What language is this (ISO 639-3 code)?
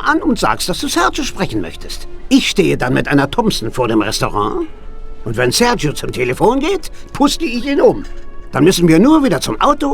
bar